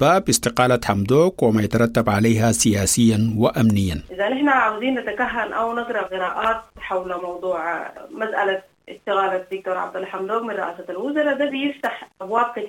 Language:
Sudanese Arabic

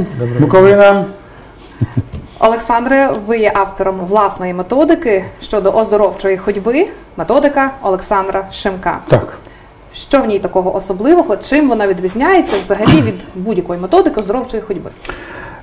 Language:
Ukrainian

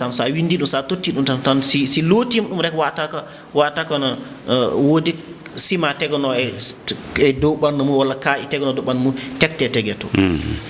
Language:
Fula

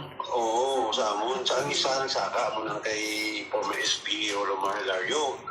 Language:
Hiligaynon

